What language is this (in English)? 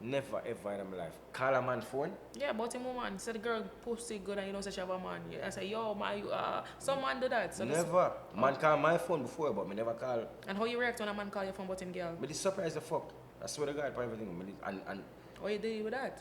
Jamaican Creole English